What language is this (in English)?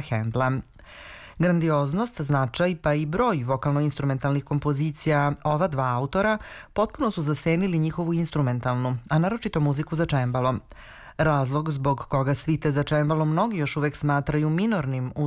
Serbian